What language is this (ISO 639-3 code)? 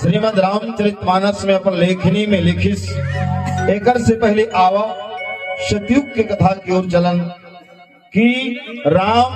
hne